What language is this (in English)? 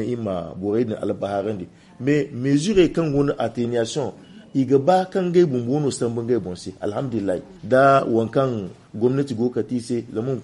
Zarma